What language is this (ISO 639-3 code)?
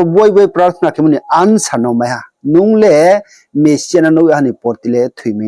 ria